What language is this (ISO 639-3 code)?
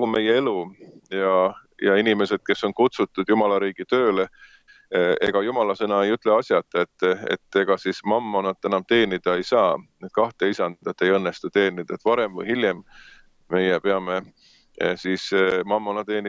est